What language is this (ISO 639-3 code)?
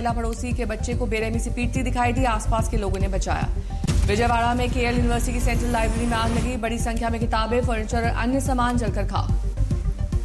hin